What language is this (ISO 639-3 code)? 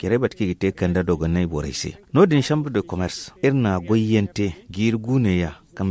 dje